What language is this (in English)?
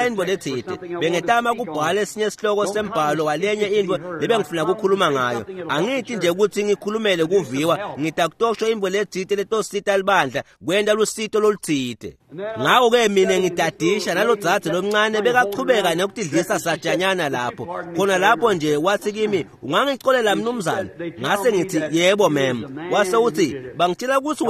Swati